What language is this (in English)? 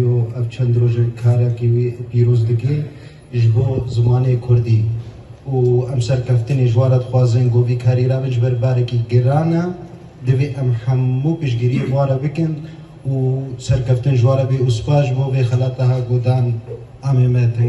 Kurdish